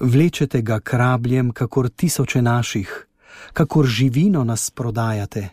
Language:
Slovenian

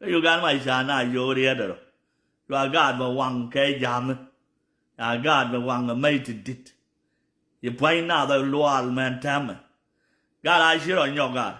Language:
Nuer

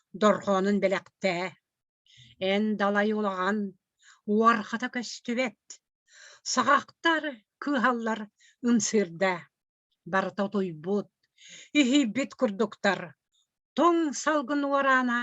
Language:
Yakut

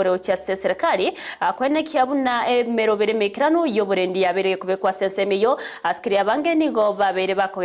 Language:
Gusii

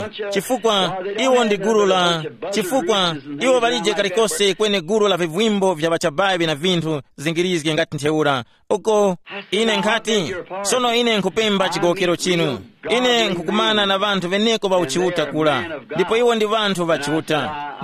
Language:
Tumbuka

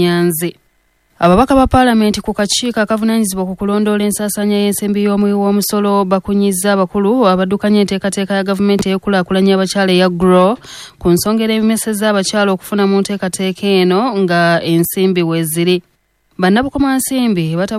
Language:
Ganda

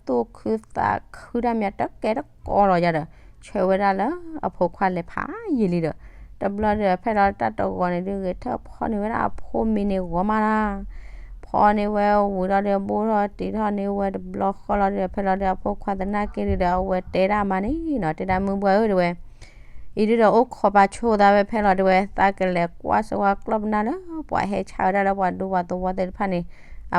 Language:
S'gaw Karen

